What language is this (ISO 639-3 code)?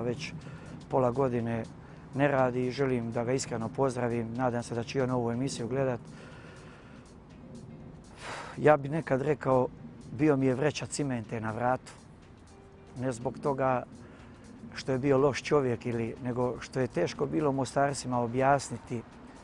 bos